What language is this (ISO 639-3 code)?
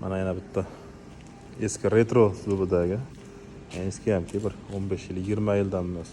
uzb